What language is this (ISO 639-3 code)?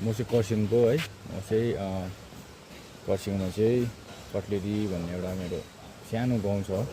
nep